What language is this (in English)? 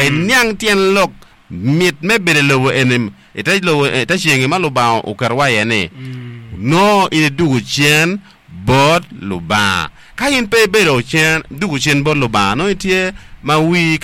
Acoli